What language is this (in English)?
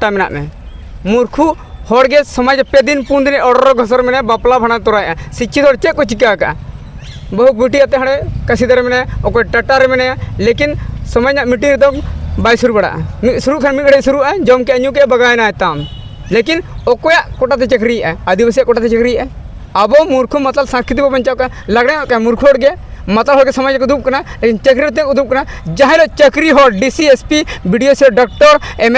Santali